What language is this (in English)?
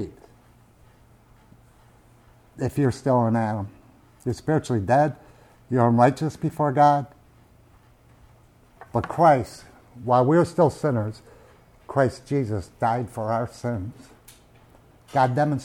English